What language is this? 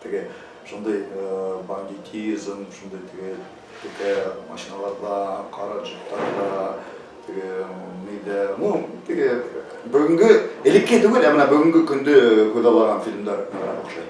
Bashkir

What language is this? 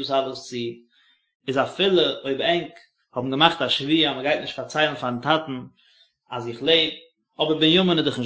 Yiddish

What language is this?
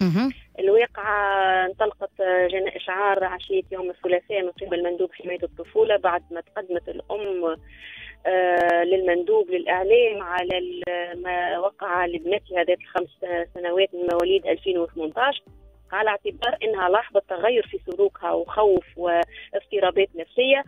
Tunisian Arabic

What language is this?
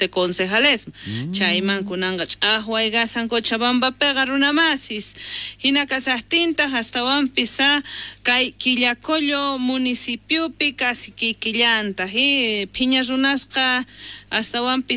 South Bolivian Quechua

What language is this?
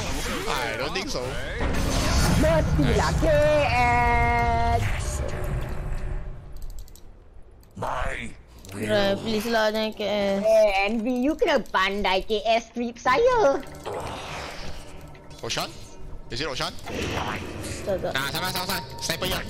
Malay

